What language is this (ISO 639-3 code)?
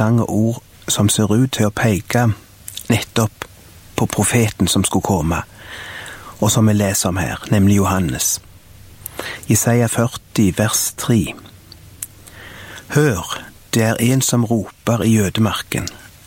nor